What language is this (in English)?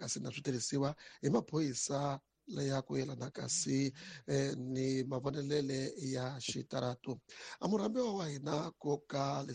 Tsonga